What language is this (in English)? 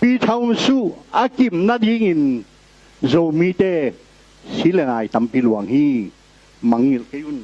Tedim Chin